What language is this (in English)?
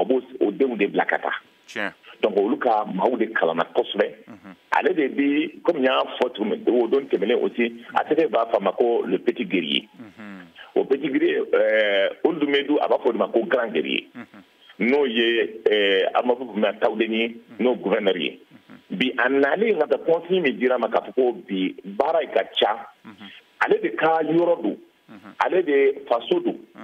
Bambara